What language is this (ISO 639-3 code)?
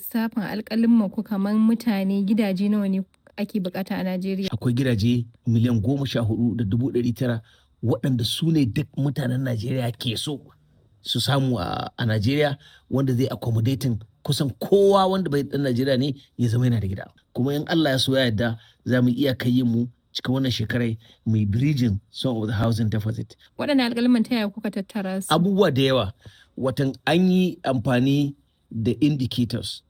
hau